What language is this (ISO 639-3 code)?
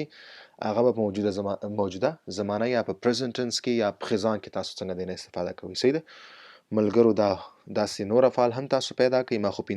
pus